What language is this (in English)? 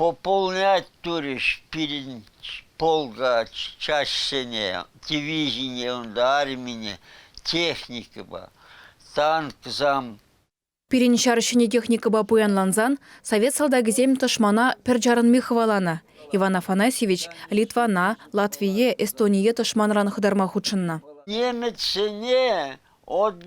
Chuvash